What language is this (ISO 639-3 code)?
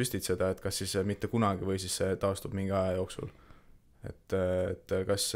est